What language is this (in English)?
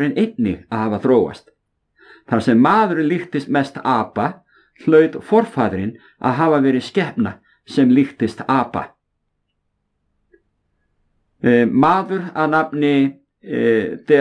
Icelandic